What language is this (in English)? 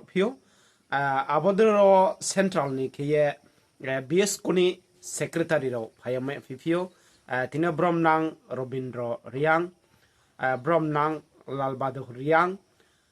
Riang (India)